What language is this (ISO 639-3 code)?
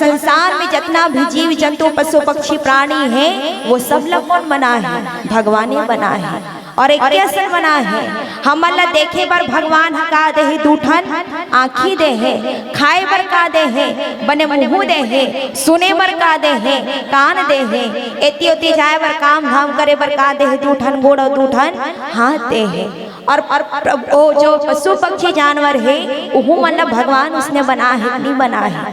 hne